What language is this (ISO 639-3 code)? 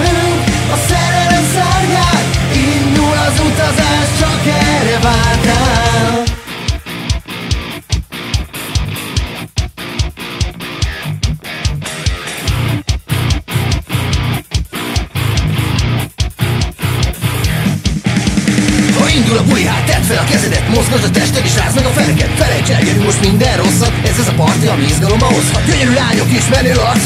hun